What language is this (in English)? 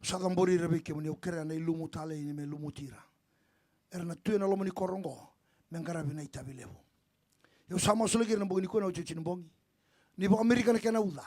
Fijian